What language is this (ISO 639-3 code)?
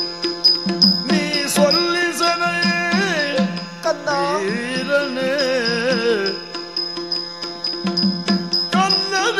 kan